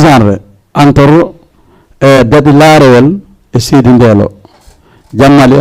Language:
Fula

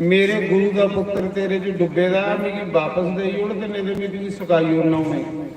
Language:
Dogri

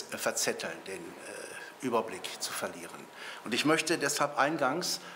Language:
German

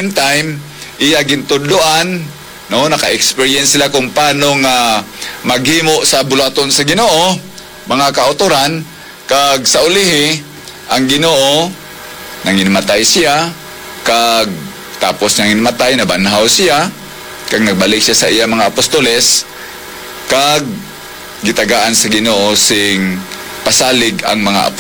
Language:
Hiligaynon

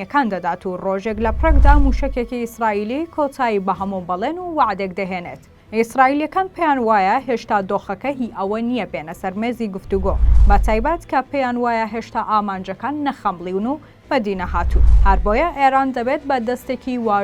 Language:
Central Kurdish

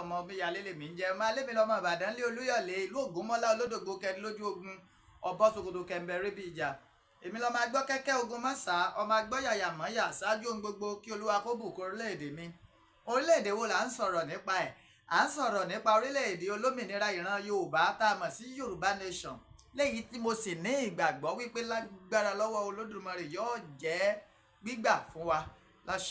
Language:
Yoruba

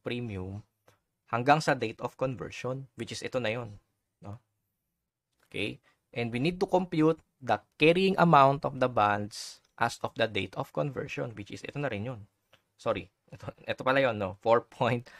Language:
Filipino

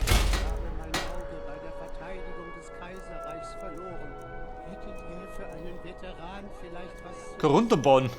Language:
Bavarian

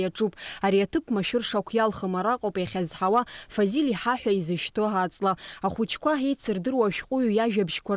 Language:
Abkhazian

